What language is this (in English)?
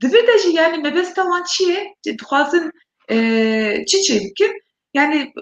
Kurdish